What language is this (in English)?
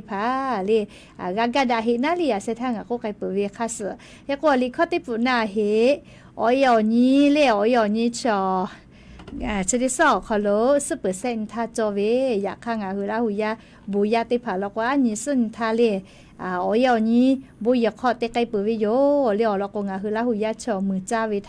Lahu